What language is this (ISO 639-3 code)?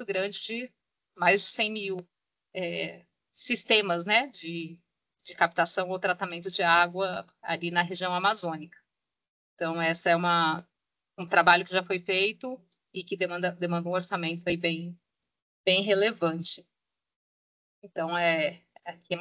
por